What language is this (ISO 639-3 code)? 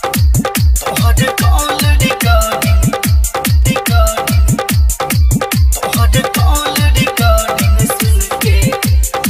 bho